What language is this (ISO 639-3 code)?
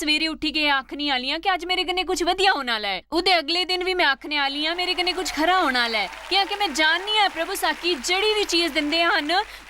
doi